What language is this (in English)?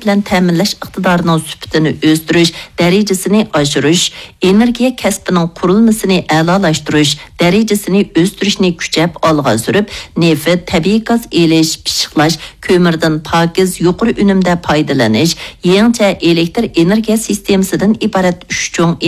Uyghur